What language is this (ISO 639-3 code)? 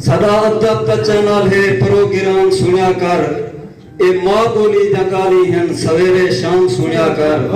skr